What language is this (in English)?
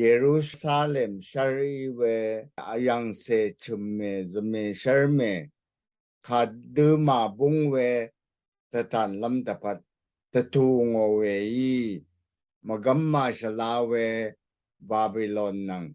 Rawang